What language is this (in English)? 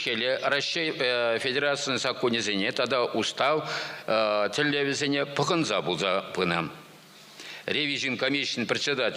Chuvash